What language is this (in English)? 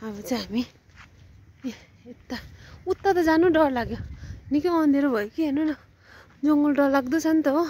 Nepali